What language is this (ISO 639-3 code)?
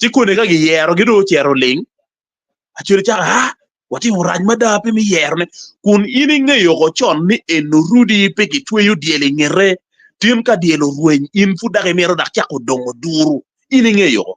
ach